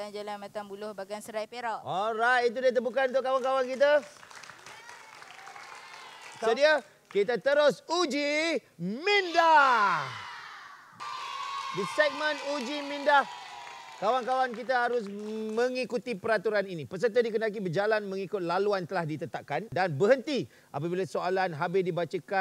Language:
Malay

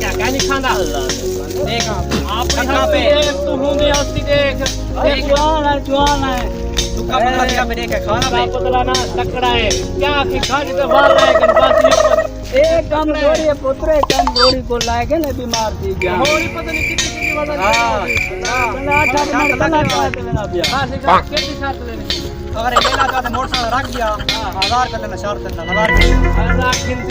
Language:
Saraiki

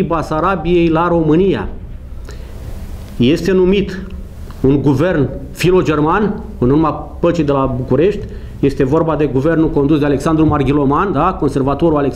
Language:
Romanian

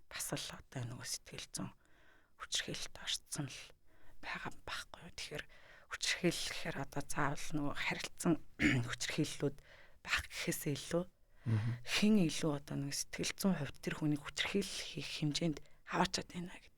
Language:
Mongolian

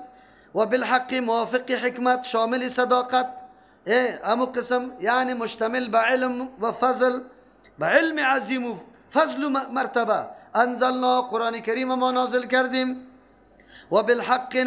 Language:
Persian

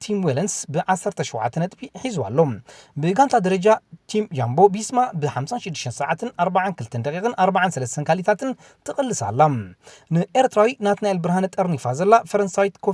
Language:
Tigrinya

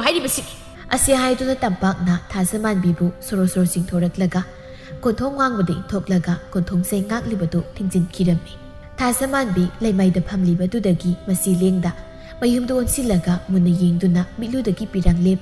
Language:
Manipuri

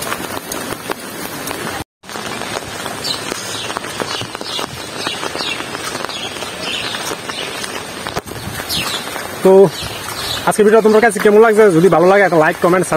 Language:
Bangla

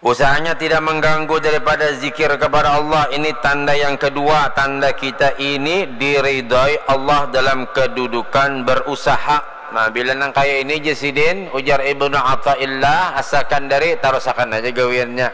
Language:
Banjar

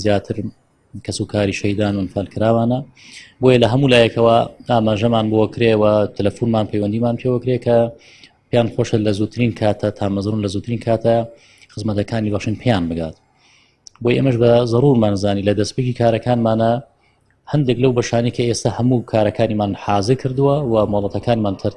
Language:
Central Kurdish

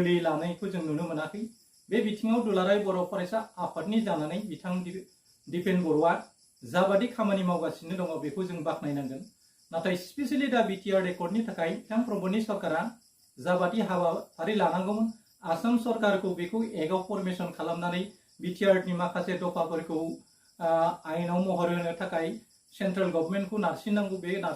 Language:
Bodo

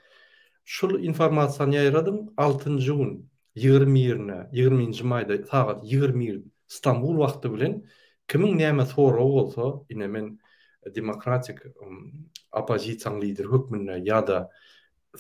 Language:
Turkmen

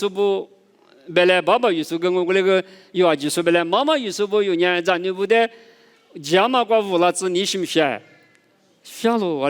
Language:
Lisu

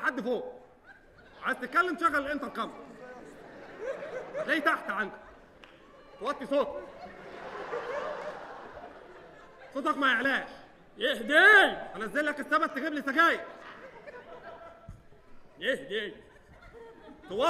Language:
Egyptian Arabic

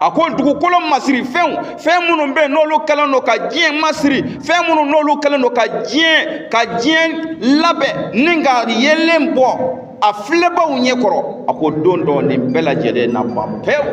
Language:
Bambara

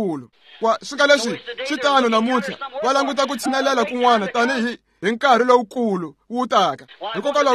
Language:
Tsonga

